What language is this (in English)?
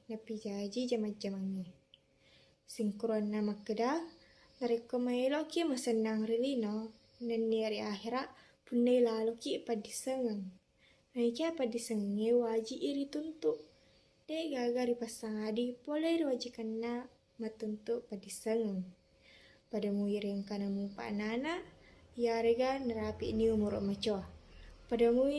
Buginese